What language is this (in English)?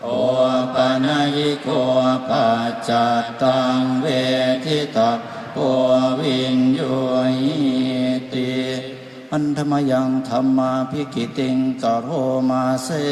Pali